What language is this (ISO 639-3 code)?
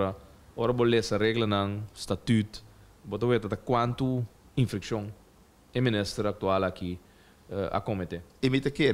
pap